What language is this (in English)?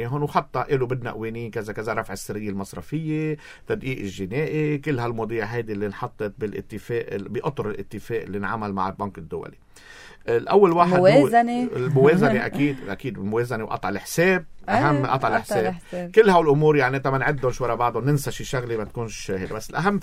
North Levantine Arabic